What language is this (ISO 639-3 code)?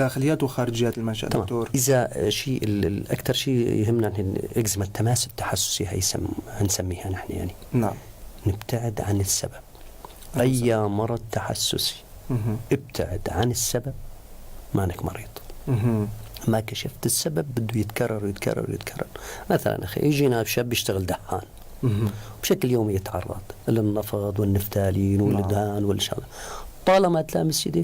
apc